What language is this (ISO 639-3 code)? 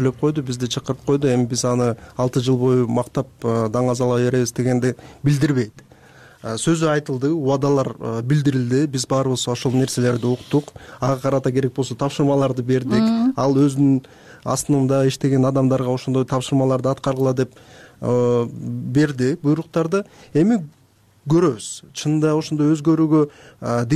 kir